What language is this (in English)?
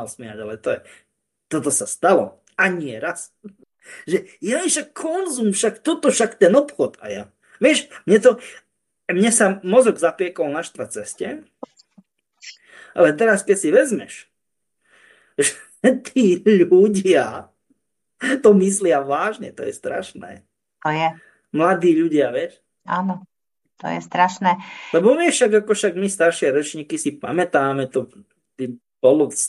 Slovak